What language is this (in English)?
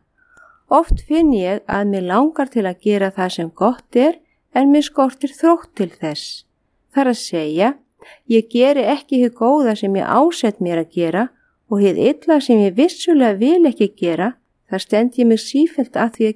Icelandic